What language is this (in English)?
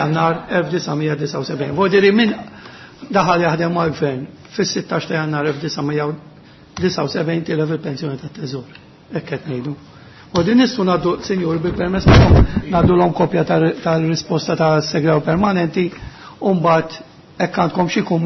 Maltese